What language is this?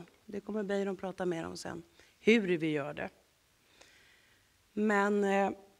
Swedish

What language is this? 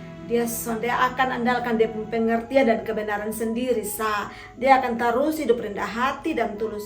Kupang Malay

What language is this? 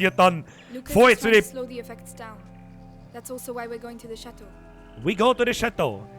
Bavarian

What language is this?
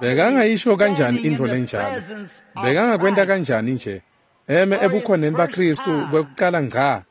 Swati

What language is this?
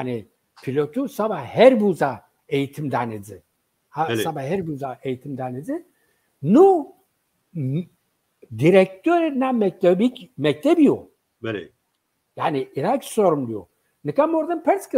Zaza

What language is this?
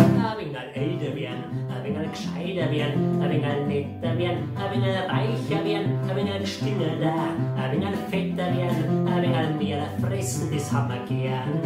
Bavarian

